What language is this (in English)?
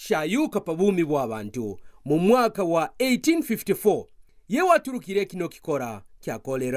Kaonde